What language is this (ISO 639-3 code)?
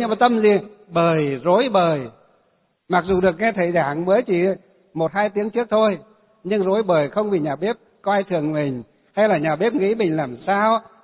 vie